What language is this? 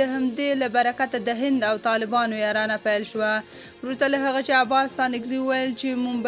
Pashto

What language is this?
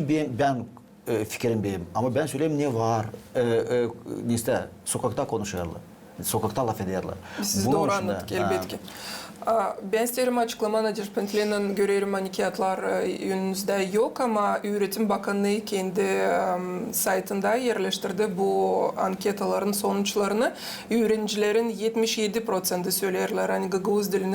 Gagauz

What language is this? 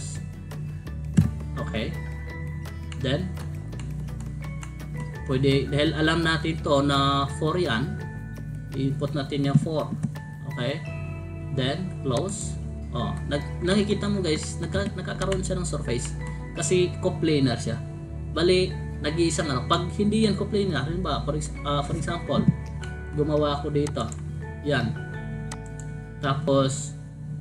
Filipino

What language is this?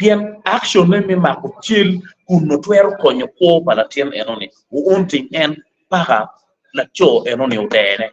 Acoli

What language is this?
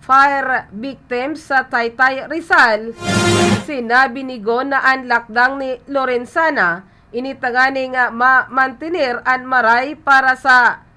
Bikol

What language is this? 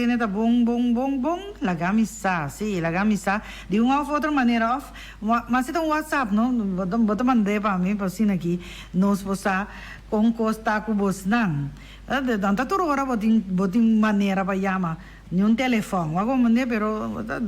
Papiamento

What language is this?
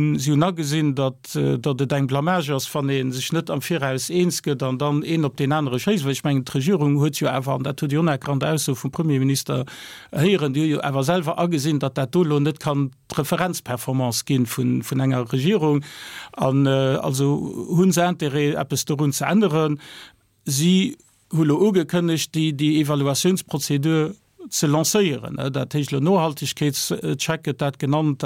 Luxembourgish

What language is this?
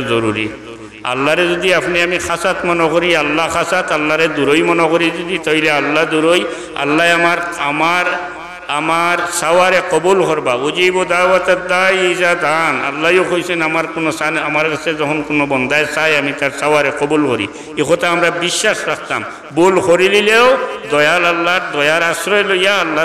Sylheti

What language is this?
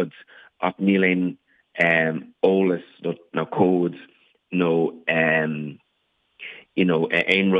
Irish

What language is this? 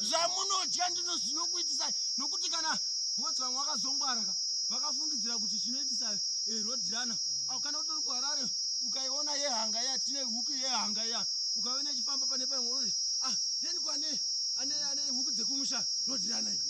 Shona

